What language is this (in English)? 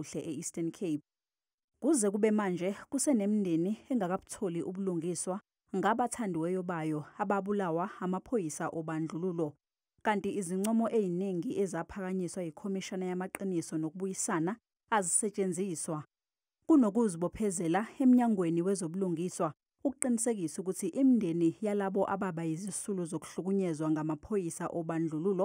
Zulu